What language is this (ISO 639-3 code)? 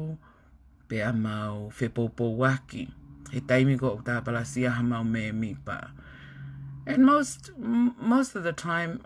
ton